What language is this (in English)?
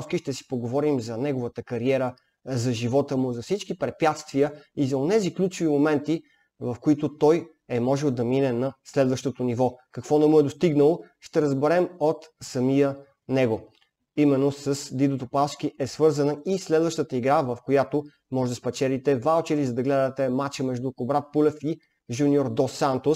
Bulgarian